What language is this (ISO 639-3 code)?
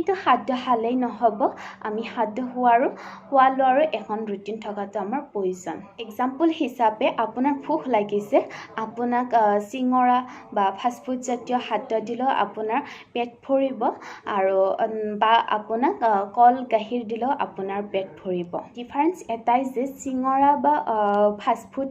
asm